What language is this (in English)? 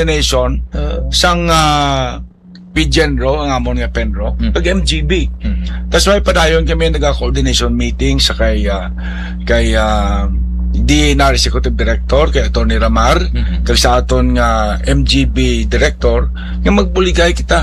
Hiligaynon